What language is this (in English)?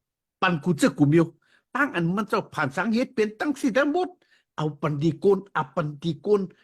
Shan